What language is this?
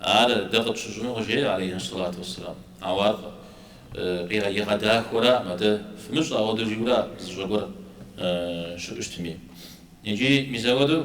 Kabardian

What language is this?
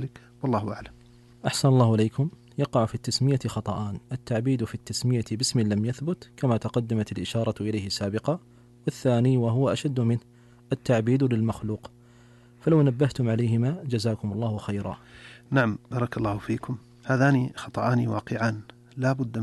Arabic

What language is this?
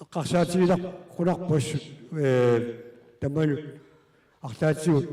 Kalaallisut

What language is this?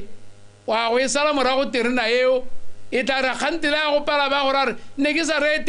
Tswana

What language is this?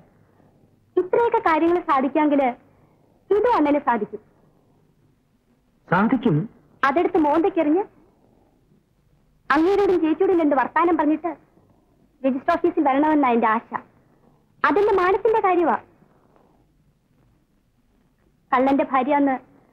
Malayalam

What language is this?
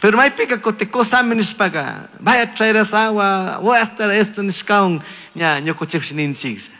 Chimborazo Highland Quichua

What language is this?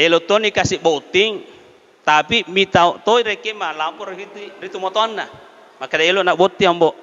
Buginese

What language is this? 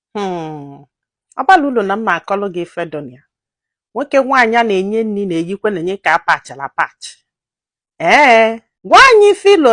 Igbo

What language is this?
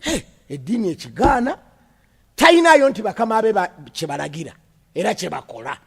Ganda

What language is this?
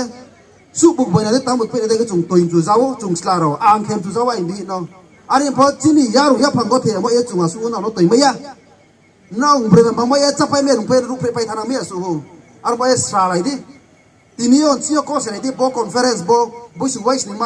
Riang (India)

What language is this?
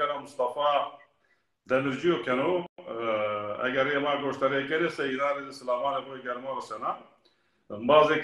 Zaza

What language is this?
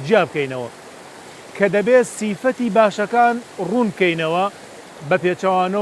Central Kurdish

